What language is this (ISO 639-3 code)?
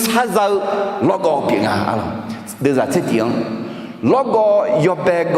ahk